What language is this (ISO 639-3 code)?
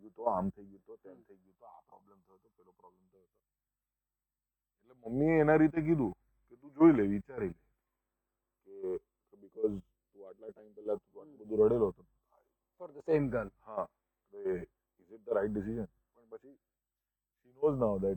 guj